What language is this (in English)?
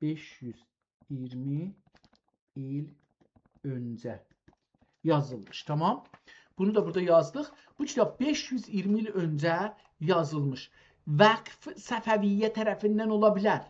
South Azerbaijani